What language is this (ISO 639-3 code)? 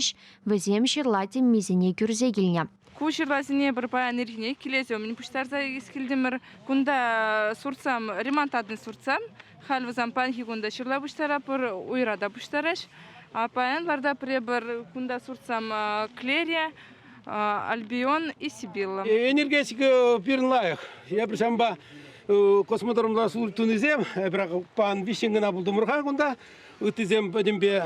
chv